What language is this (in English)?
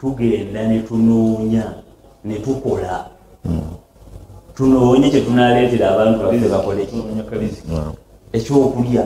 Ganda